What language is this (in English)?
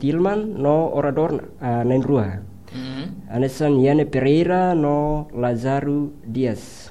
Tetum